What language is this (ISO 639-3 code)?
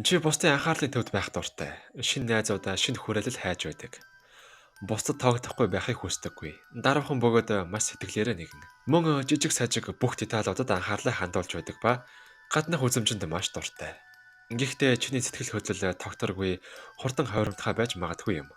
mon